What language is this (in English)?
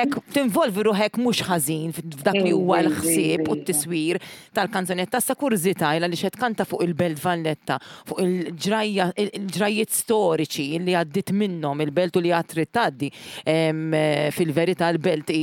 Maltese